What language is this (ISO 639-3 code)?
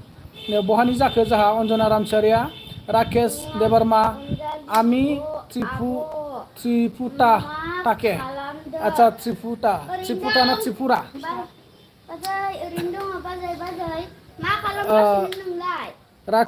brx